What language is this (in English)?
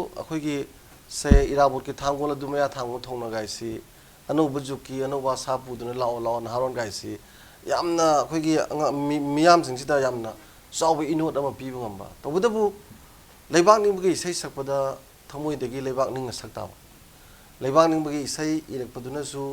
Manipuri